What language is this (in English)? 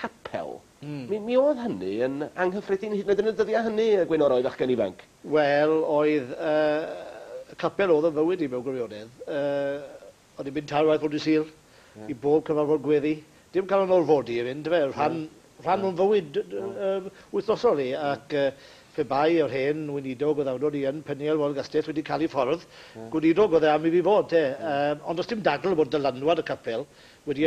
Welsh